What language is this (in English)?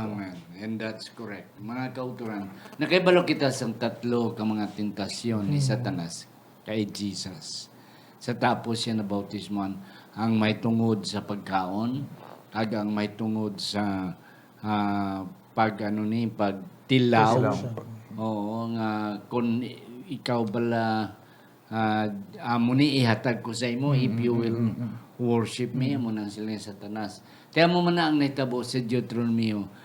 Hiligaynon